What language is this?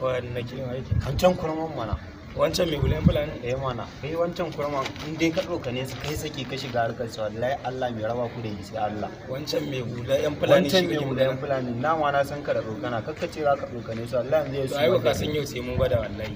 Hausa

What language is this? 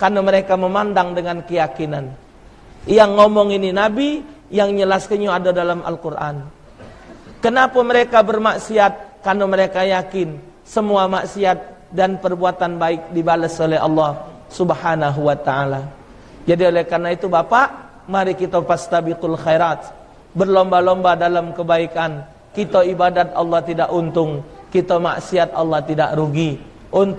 Musi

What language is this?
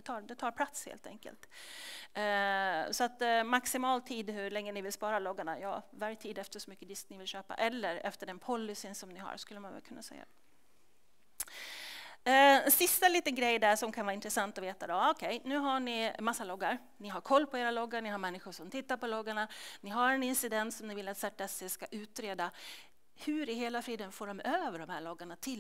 Swedish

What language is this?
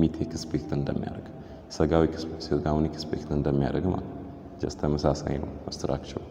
Amharic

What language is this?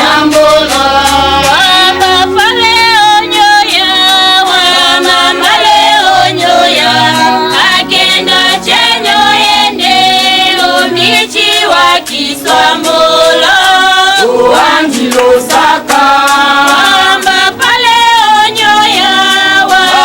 Tetela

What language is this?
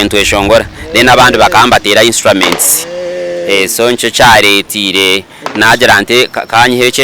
Nyankole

